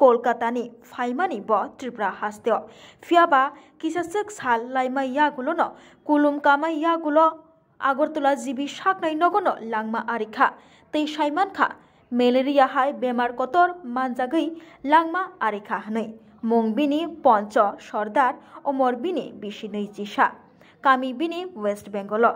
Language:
Kok Borok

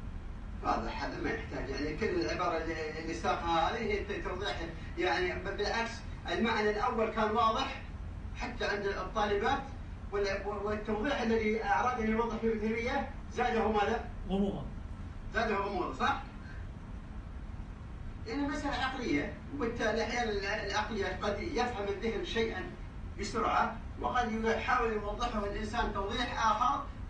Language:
Arabic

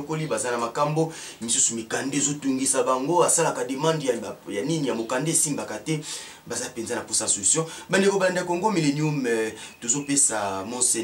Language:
Lingala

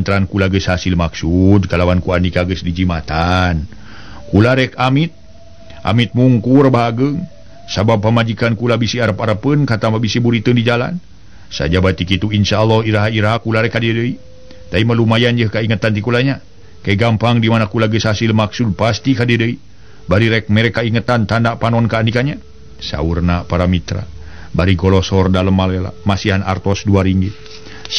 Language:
Sundanese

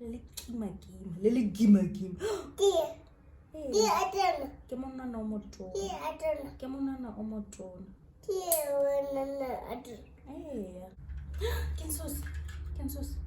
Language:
Tswana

